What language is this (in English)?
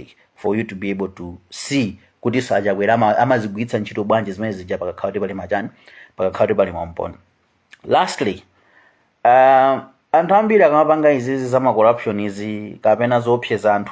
Nyanja